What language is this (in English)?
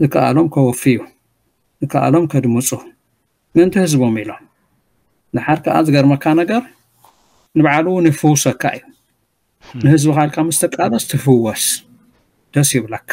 Tigrinya